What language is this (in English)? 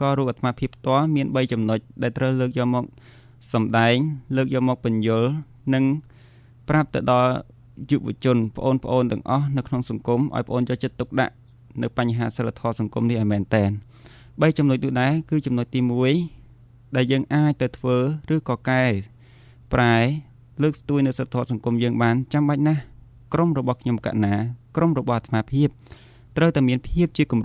Khmer